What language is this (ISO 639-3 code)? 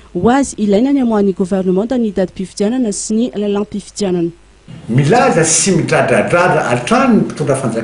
mlg